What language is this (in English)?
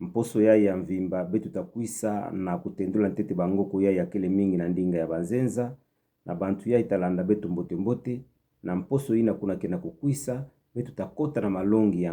Kituba (Democratic Republic of Congo)